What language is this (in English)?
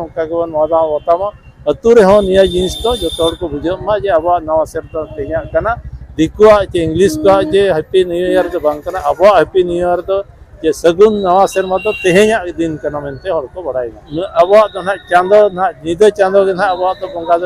Santali